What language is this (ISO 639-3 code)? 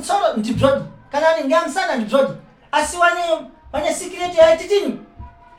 sna